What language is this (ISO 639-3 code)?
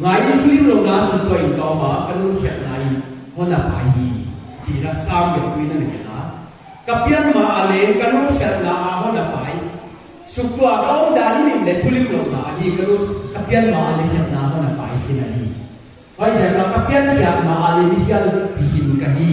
pck